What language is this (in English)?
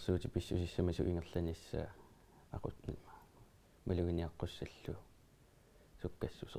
Kalaallisut